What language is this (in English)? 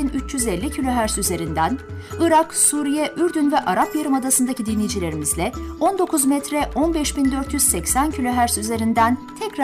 Turkish